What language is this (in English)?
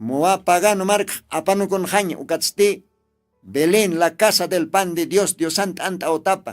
Aymara